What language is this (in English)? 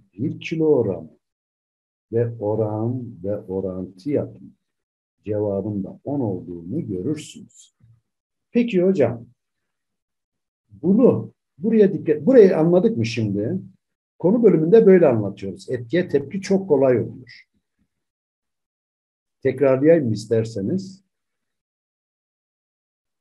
Turkish